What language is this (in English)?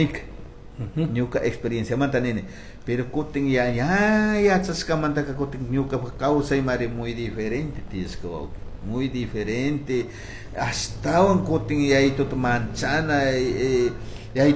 Chimborazo Highland Quichua